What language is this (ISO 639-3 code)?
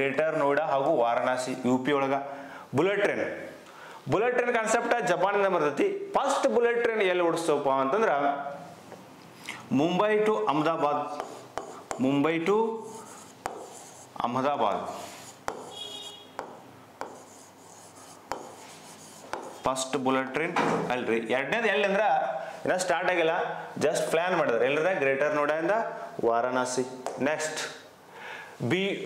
kan